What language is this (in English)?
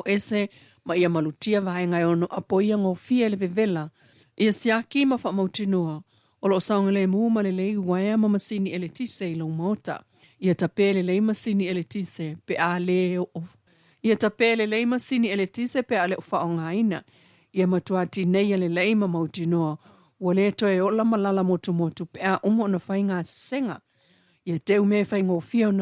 Samoan